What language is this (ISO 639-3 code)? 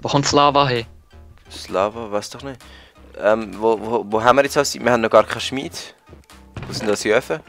gsw